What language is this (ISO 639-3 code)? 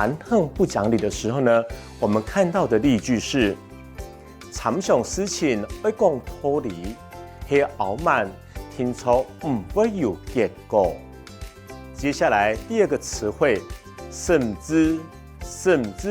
hak